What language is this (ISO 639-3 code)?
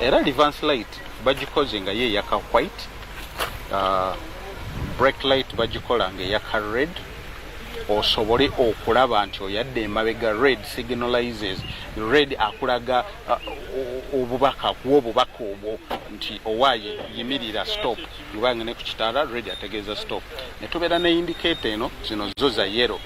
lug